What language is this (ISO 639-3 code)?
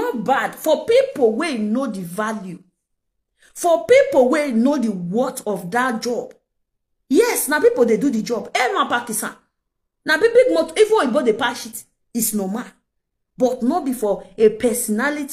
pcm